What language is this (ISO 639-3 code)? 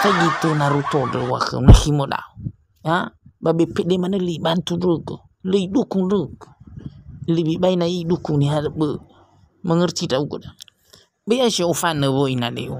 nia